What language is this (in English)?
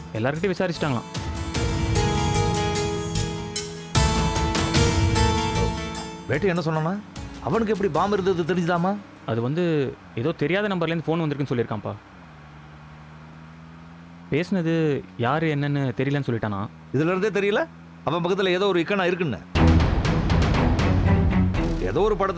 Tamil